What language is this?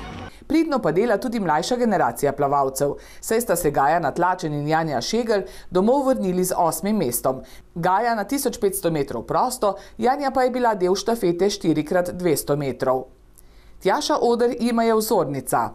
Slovenian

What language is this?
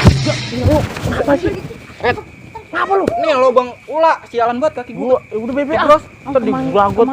Betawi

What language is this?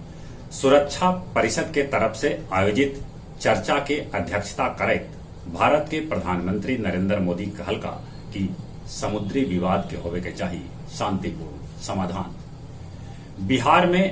Magahi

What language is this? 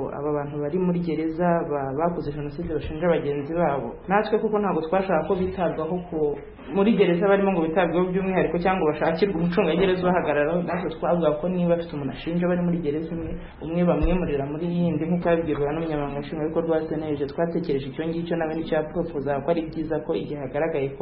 Kinyarwanda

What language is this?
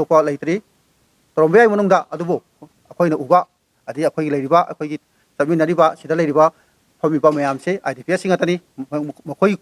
Manipuri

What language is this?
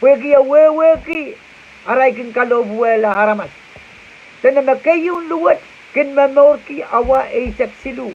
Pohnpeian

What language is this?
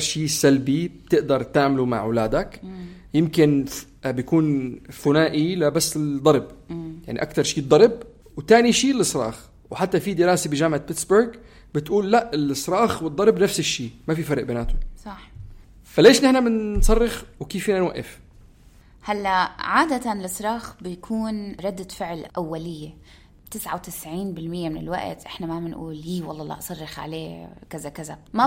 North Levantine Arabic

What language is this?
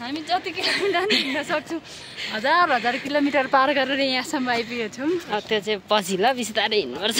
Nepali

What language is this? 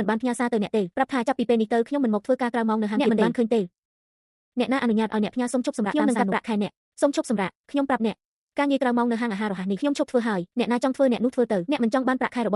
Khmer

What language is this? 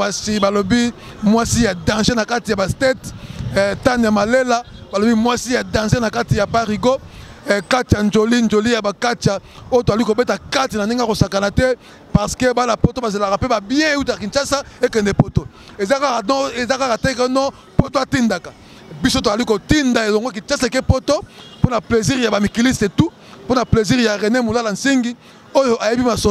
Lingala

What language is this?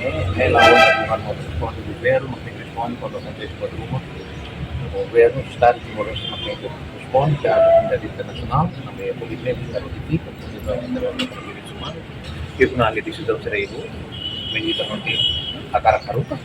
Tetum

